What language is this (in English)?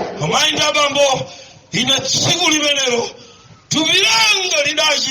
Nyanja